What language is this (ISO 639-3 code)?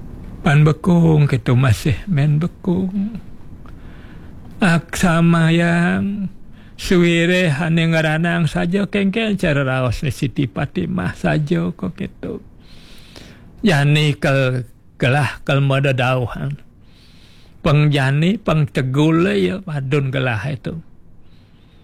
ban